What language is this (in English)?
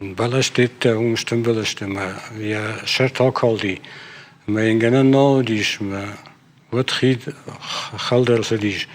Ossetic